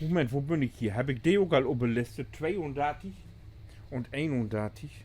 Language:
Low German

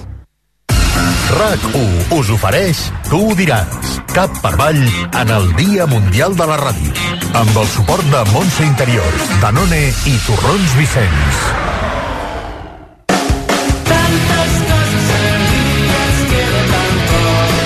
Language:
Catalan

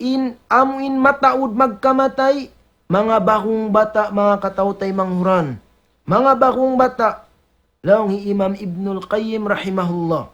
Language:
Tausug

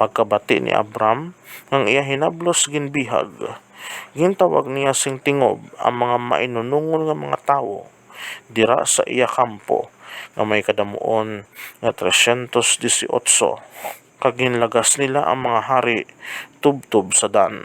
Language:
Hiligaynon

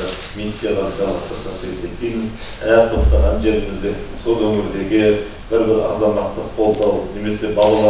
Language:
Kazakh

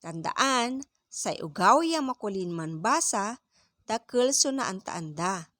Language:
Pangasinan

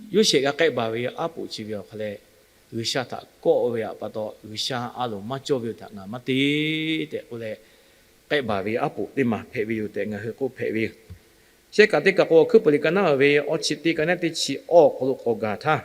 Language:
Lahu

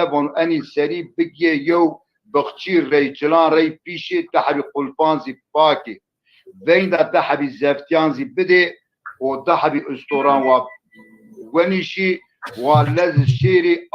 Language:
Zaza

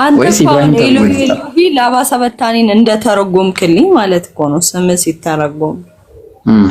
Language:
Amharic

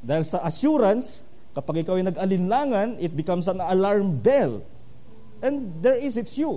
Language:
Filipino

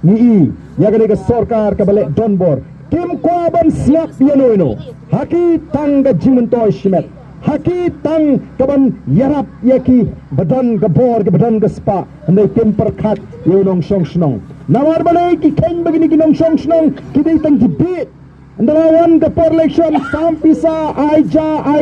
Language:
Khasi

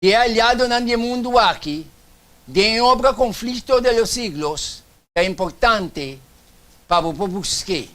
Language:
Papiamento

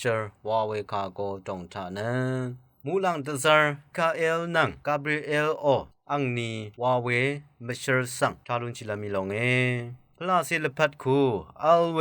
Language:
Rawang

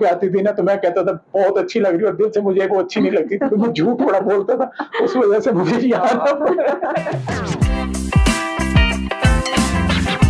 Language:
Hindi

